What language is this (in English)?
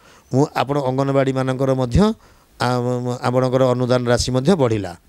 Odia